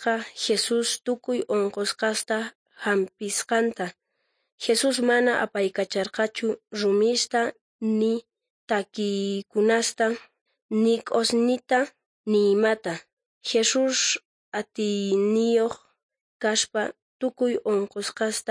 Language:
South Bolivian Quechua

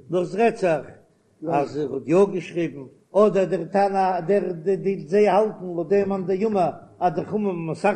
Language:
Yiddish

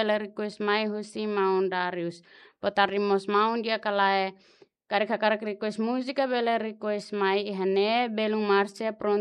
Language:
Tetum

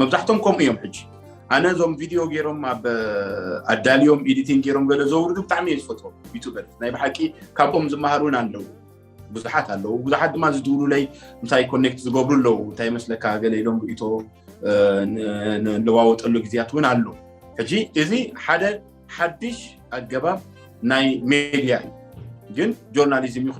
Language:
Tigrinya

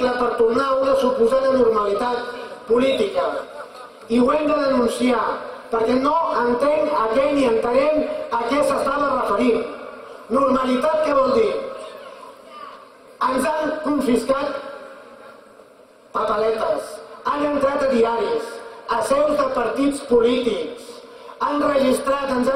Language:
Catalan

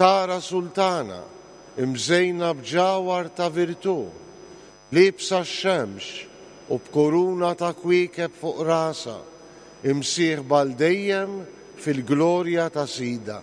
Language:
Maltese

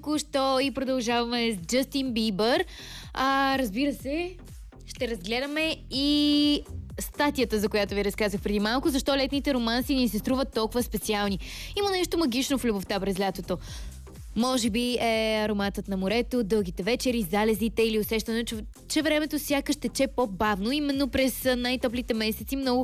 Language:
Bulgarian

